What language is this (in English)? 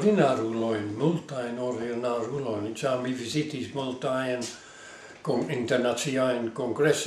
Esperanto